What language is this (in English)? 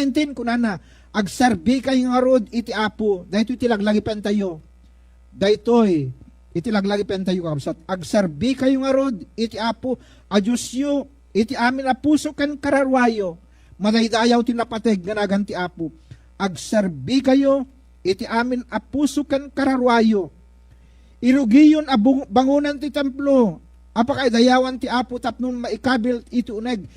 Iloko